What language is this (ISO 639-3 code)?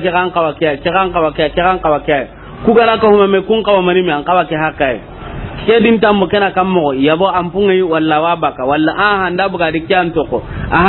snk